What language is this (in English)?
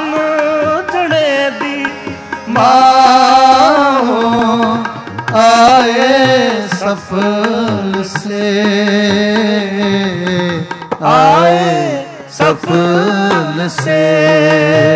Punjabi